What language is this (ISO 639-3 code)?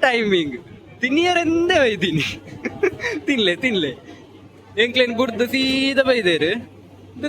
tcy